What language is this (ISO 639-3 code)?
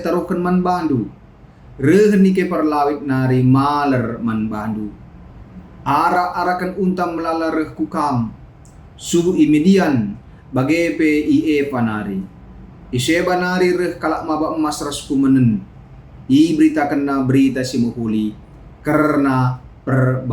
btx